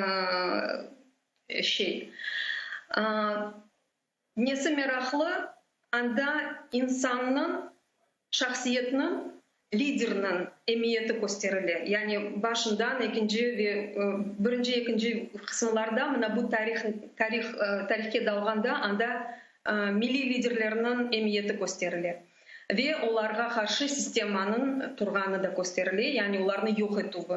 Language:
Crimean Tatar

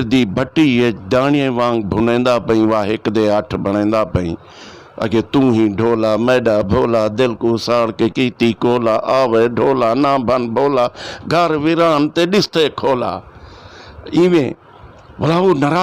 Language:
Saraiki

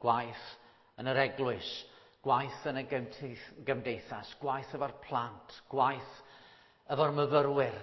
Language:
Welsh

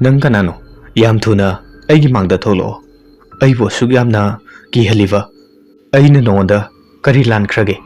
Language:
Manipuri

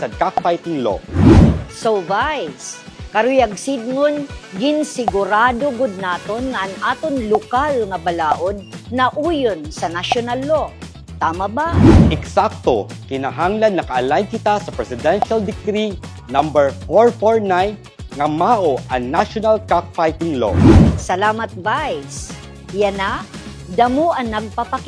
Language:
Waray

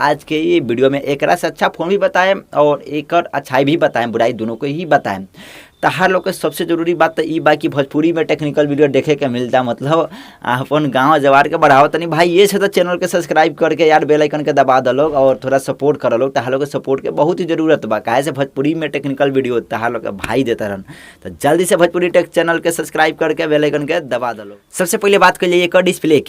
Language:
Bhojpuri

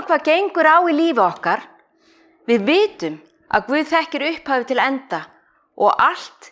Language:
Icelandic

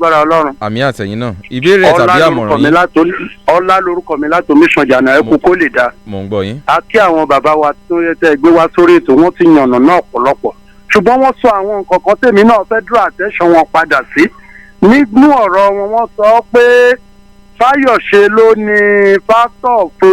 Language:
Yoruba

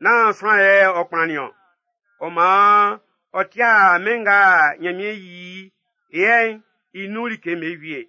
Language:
Baoulé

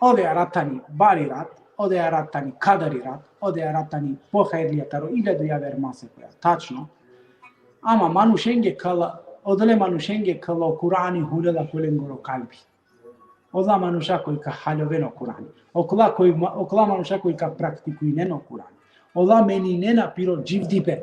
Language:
Balkan Romani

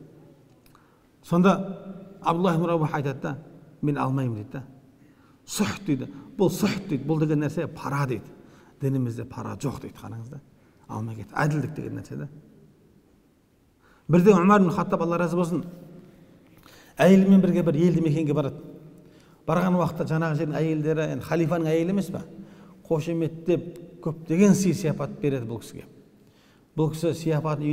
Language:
Kazakh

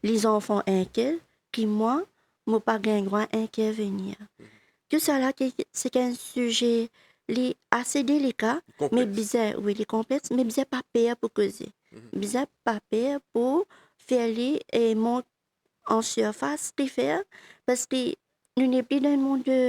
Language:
Morisyen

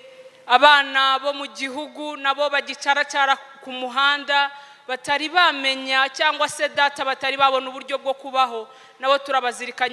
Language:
Kinyarwanda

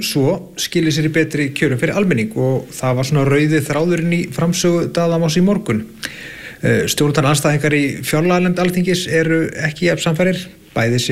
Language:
Icelandic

